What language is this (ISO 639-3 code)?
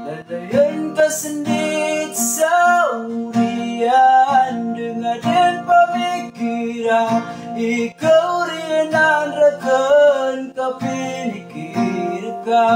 mrw